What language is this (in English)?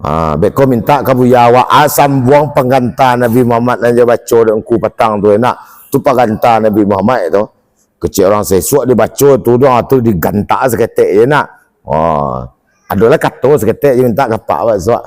Minangkabau